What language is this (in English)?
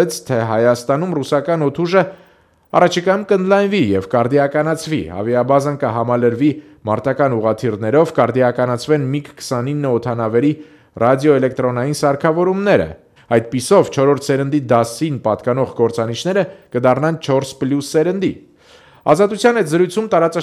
Armenian